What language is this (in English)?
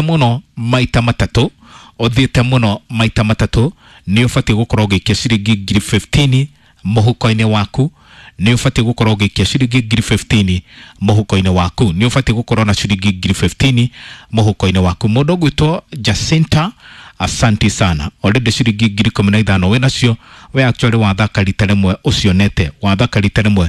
Kikuyu